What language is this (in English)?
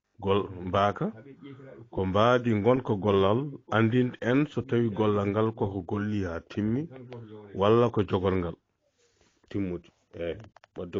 Fula